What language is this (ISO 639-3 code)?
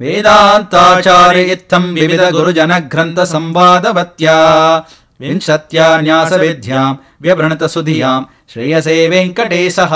san